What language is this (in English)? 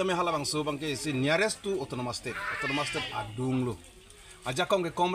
Karbi